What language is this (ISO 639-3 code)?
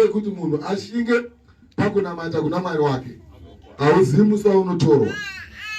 sna